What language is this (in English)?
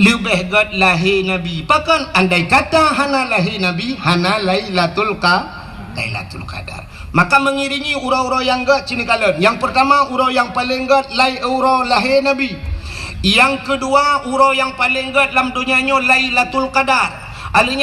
Achinese